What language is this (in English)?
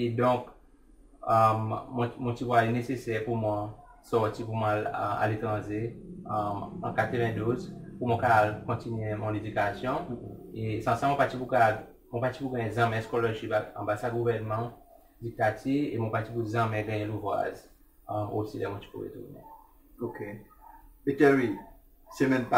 Seselwa Creole French